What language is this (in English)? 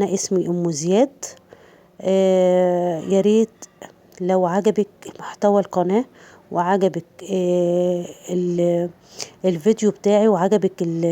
Egyptian Arabic